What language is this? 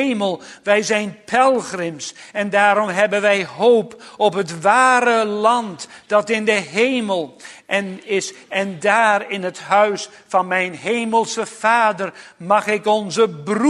Dutch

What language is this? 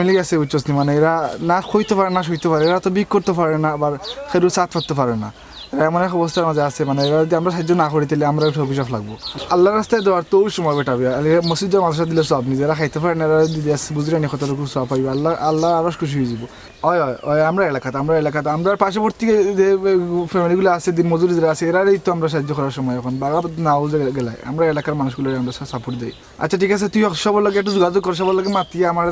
Sylheti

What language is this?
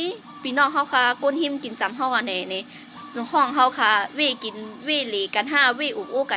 Shan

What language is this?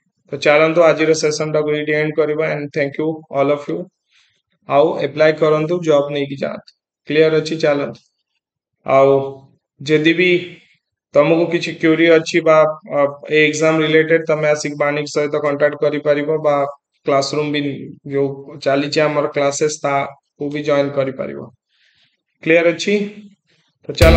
Odia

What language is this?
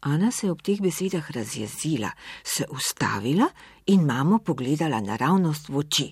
Slovenian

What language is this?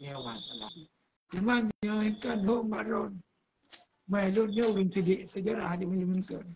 Achinese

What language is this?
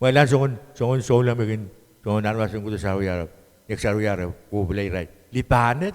Pohnpeian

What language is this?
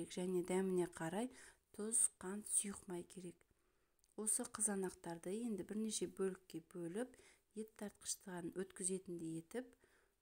Kazakh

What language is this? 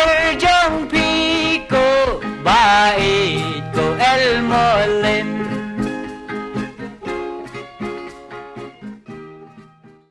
Khasi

